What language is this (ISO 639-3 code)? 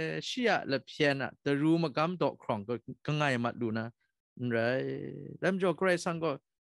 kac